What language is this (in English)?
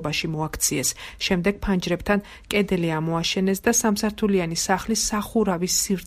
Georgian